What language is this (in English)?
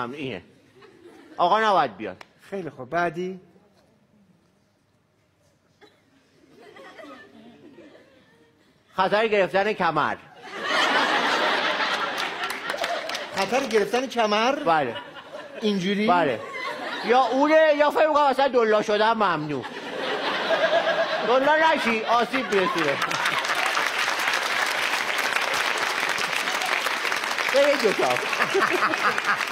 Persian